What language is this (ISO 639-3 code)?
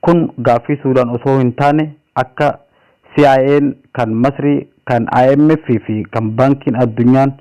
orm